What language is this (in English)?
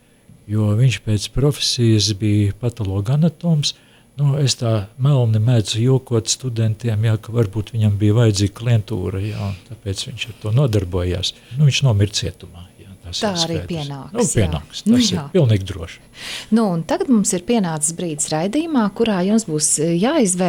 Latvian